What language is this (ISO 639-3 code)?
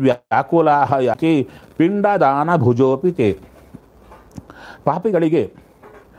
kan